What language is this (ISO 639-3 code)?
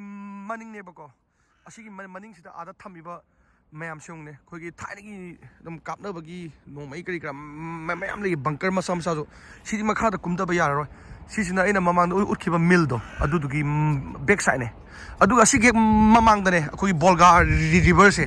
mni